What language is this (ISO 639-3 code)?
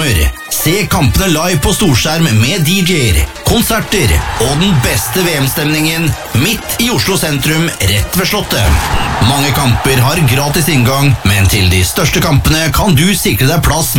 nor